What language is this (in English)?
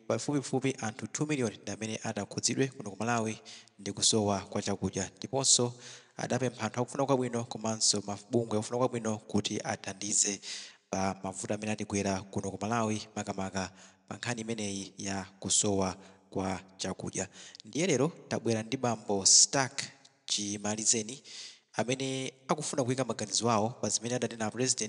Nyanja